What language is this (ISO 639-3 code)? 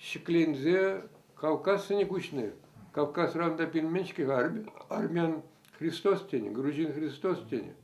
chv